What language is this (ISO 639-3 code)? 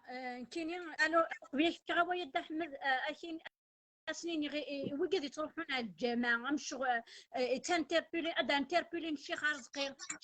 kab